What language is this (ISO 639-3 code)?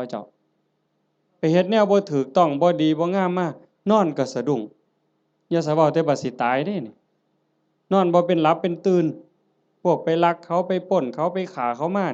tts